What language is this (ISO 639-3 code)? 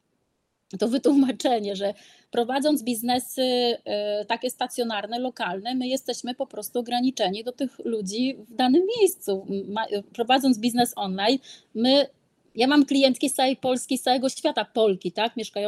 pol